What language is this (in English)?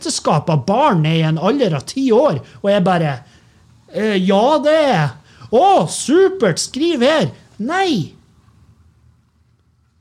Norwegian